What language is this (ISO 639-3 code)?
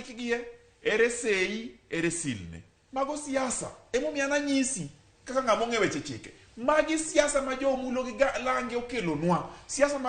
luo